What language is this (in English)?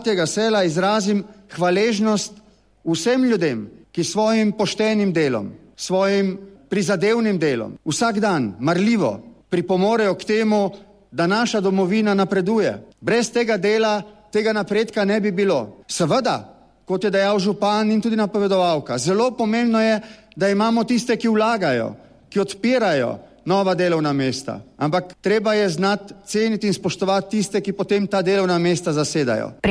Slovenian